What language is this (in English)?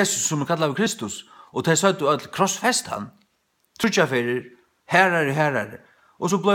Faroese